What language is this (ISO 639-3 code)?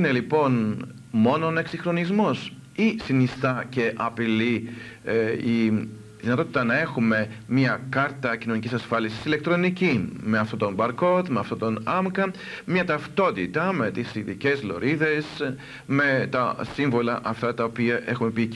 ell